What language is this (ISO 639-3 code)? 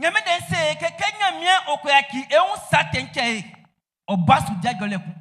bci